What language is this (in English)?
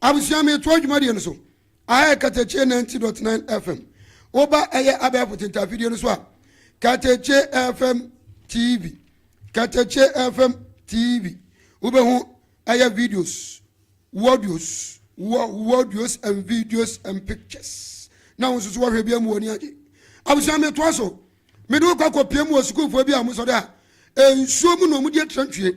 Akan